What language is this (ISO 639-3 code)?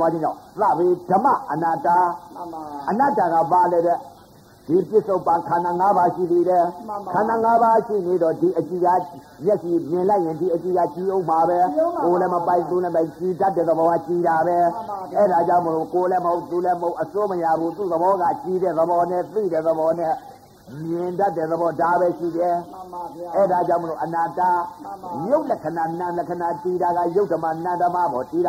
mya